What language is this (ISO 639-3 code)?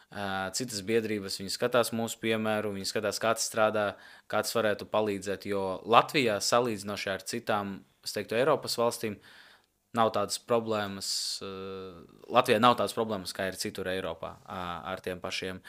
lav